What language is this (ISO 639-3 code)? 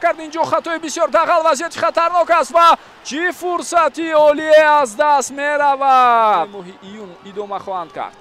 tgk